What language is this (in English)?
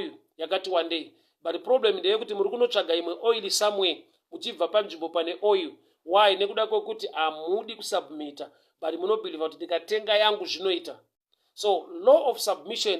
Shona